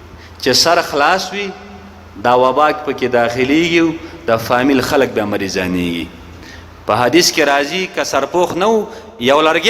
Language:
Pashto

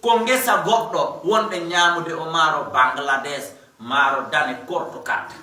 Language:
Fula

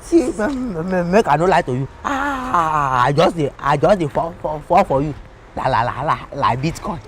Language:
Nigerian Pidgin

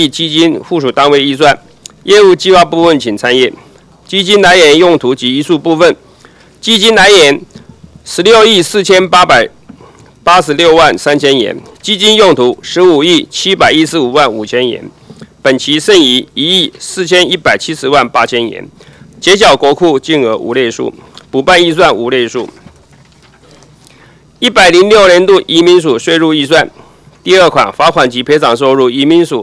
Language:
Chinese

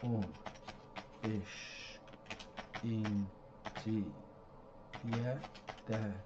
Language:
South Azerbaijani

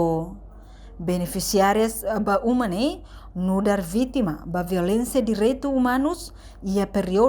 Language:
Tetum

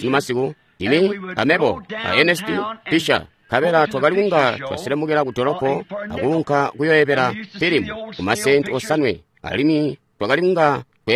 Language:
Tonga (Zambia)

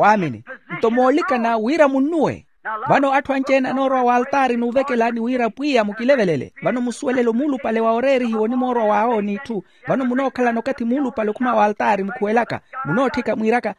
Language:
Makhuwa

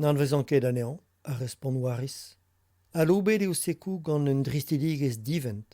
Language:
Breton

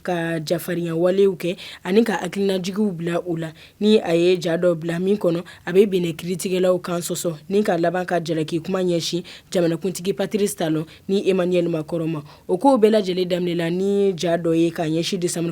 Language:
Bambara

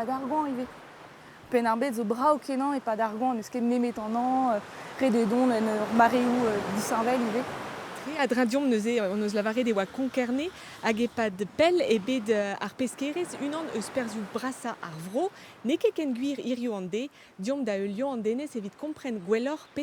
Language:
Breton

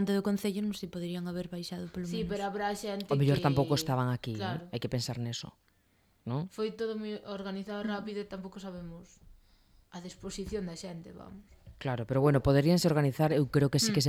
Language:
Galician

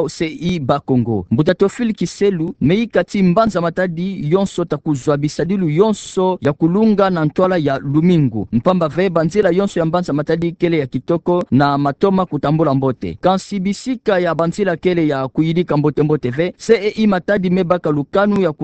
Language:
Kituba (Democratic Republic of Congo)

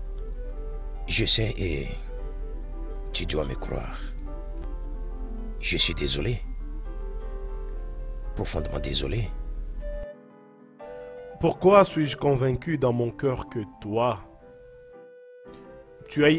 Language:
French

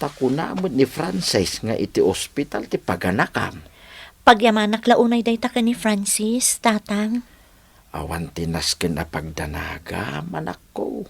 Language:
Iloko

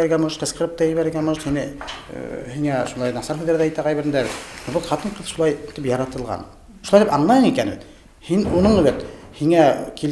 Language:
Bashkir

